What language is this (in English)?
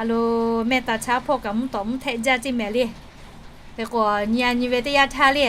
Lahu